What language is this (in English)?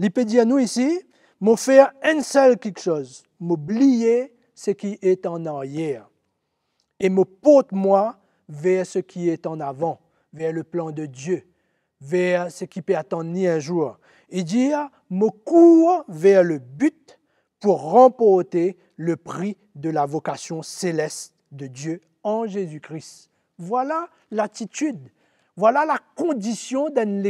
Morisyen